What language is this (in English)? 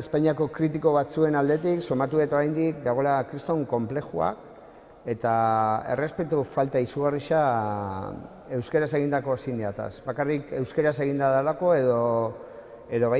Basque